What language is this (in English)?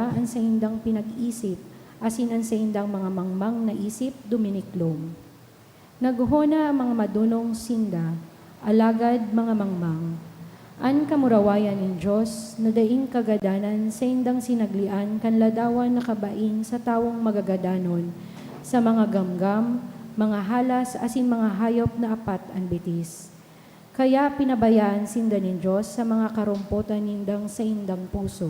Bikol